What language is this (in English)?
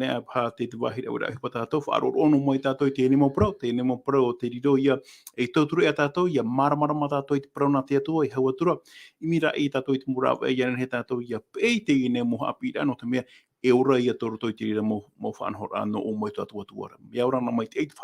Tahitian